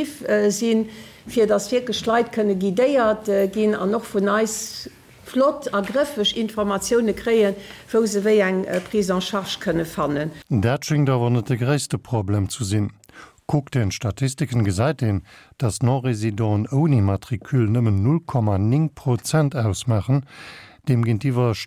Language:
Luxembourgish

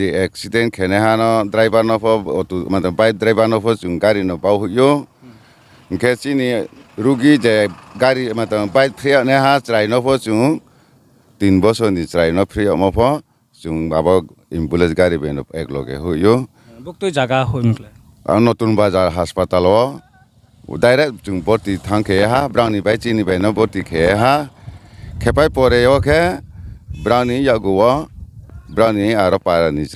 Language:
Riang (India)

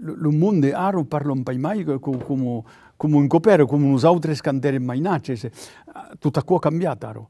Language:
Occitan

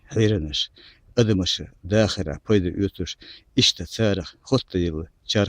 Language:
Chechen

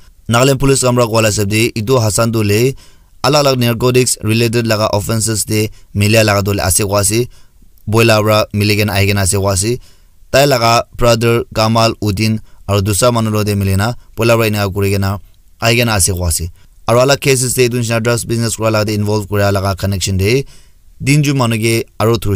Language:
Naga Pidgin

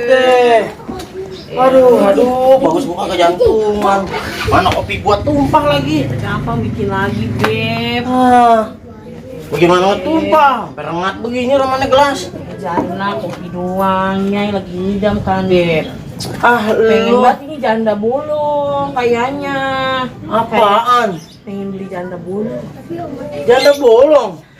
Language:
Betawi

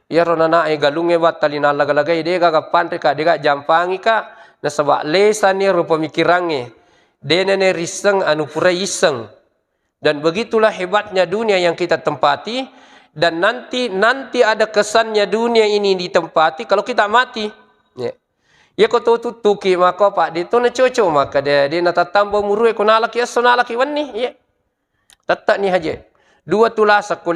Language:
Buginese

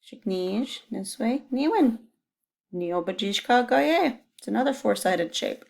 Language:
Chippewa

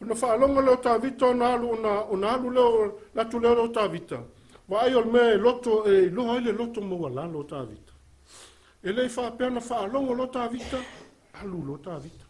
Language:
Samoan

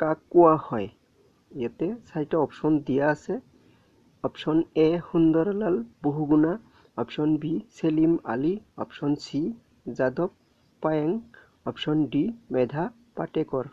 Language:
Assamese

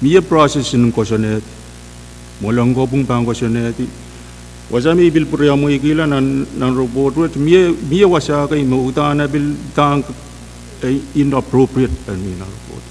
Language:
Pohnpeian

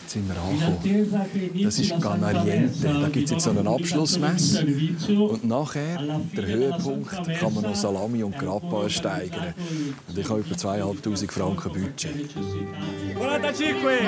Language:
Swiss German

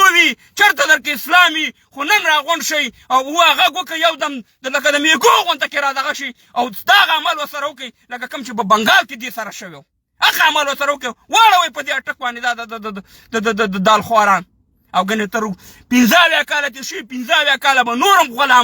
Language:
Pashto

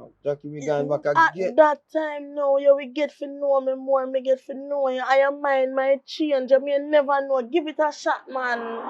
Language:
Jamaican Creole English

